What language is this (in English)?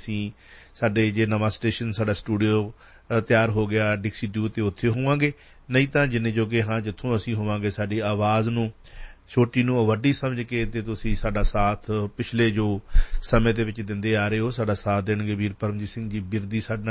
Punjabi